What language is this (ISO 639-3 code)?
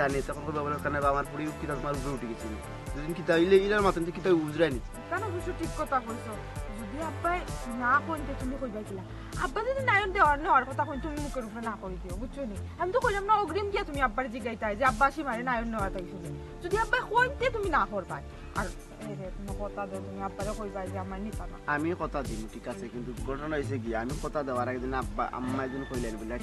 syl